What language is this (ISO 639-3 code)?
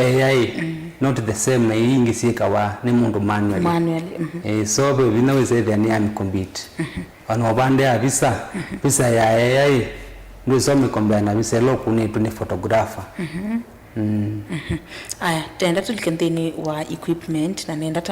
kam